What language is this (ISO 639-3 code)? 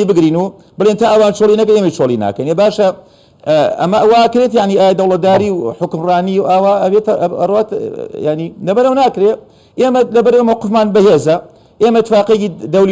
ckb